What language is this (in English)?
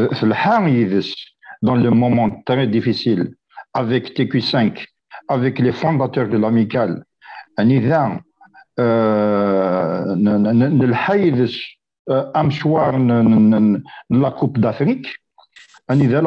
Kabyle